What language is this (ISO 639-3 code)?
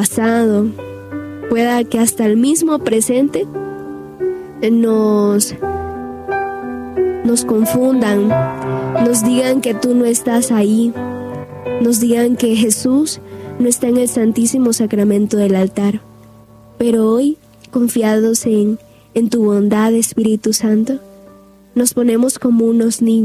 spa